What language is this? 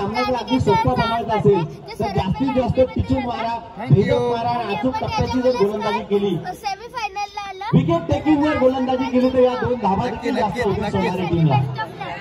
Marathi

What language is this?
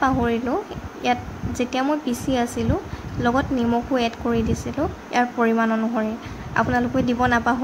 Assamese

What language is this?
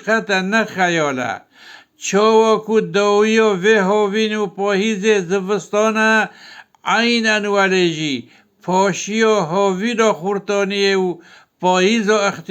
Kurdish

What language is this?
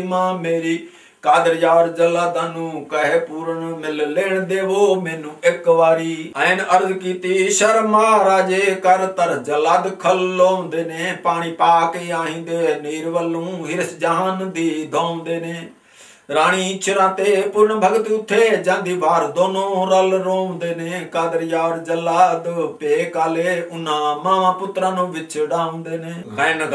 Punjabi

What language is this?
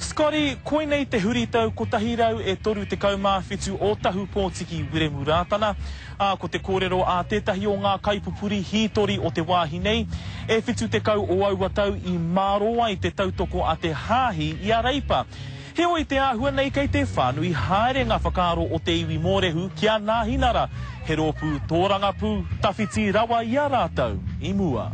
Māori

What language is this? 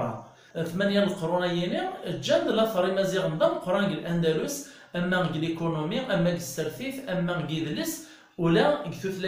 Kabyle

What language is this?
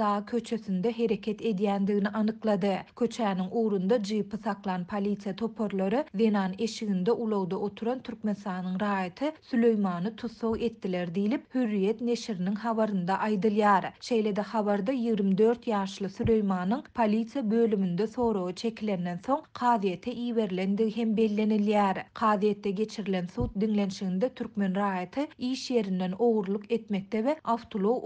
Turkmen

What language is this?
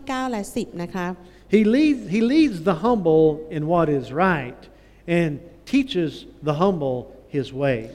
Thai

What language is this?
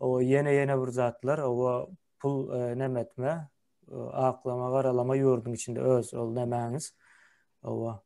Turkmen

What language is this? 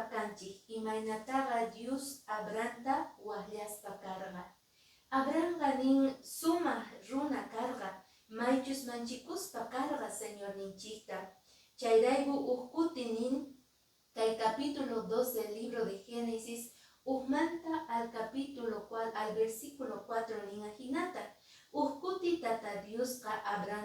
Quechua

